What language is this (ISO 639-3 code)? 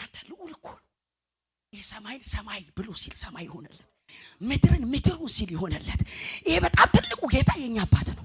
amh